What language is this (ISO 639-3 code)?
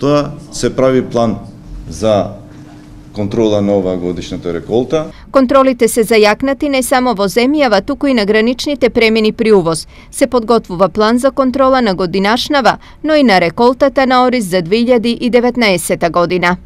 mkd